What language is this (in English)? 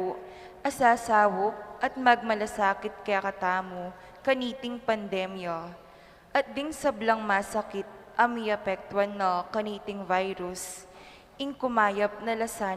Pampanga